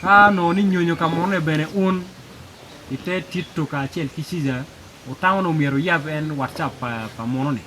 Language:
Acoli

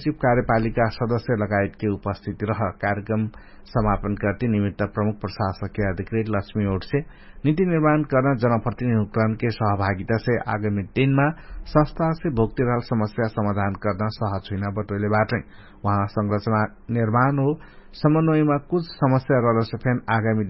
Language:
Dangaura Tharu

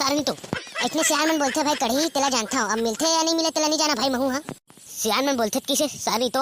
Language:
Chhattisgarhi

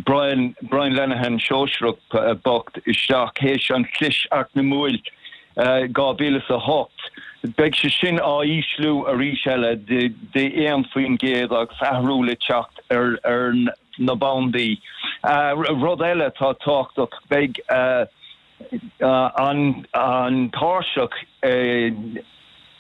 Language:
Irish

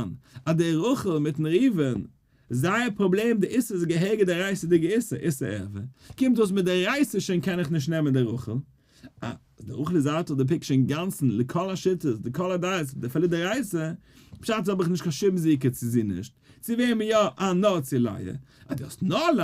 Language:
Yiddish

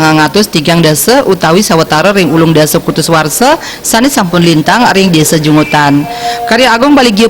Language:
Balinese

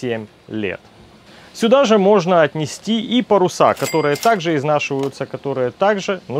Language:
Russian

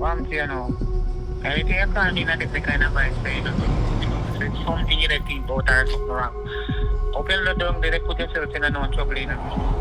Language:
Jamaican Creole English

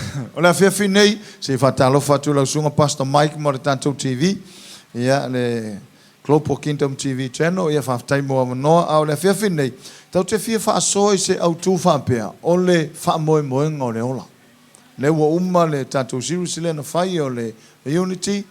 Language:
Samoan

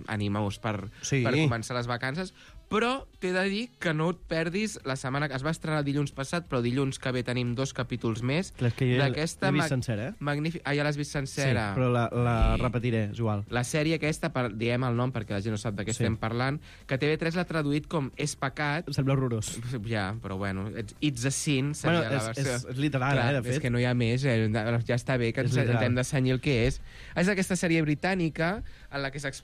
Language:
Catalan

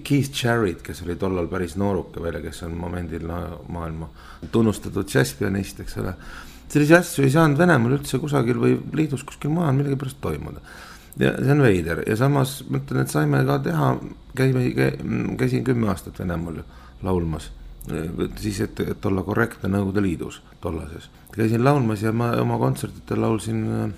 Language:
Estonian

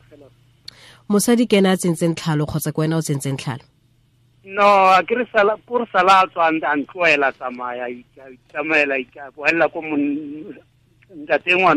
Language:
Tswana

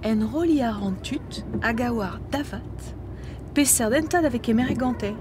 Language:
Breton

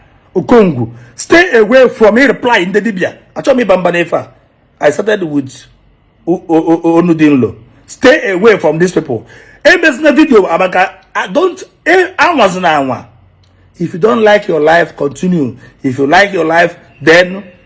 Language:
Igbo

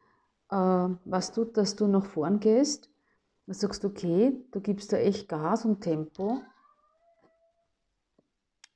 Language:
German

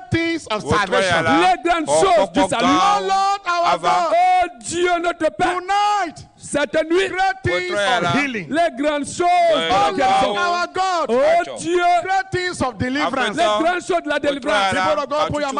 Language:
Ewe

